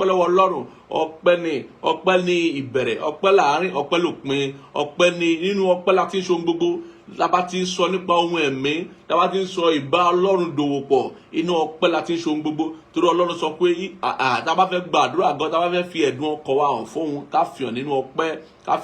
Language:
Yoruba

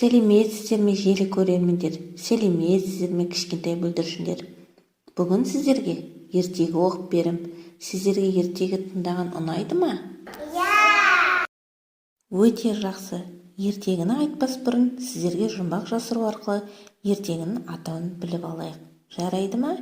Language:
Kazakh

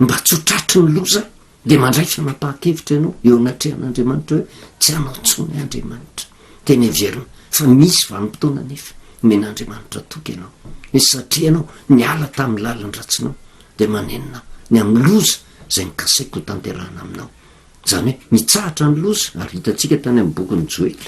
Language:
Malagasy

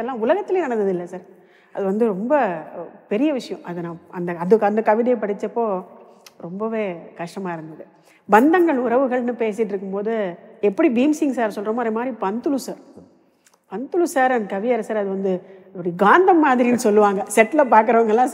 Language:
Tamil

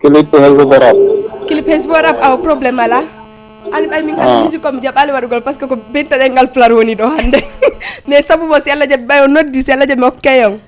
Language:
Fula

